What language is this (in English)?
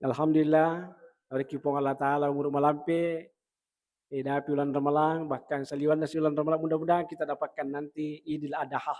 Buginese